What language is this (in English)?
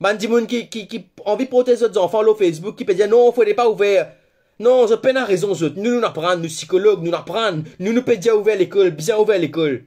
Morisyen